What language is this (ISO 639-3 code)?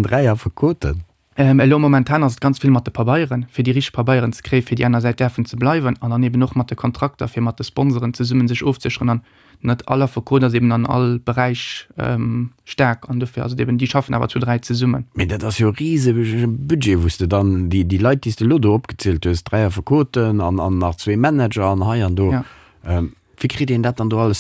ltz